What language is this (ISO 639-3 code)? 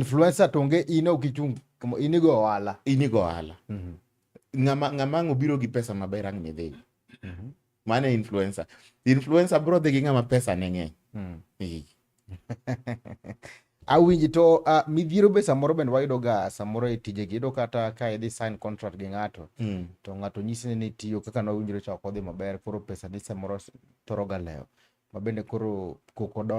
luo